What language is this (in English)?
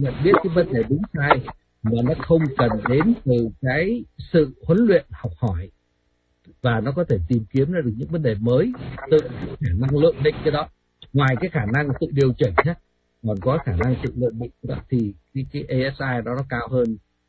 Vietnamese